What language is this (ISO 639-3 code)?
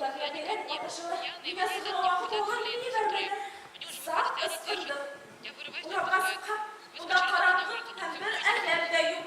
bak